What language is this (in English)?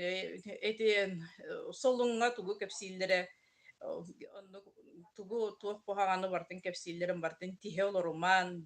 Yakut